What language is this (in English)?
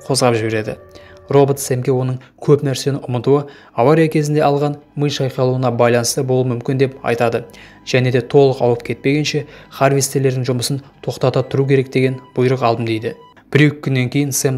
Kazakh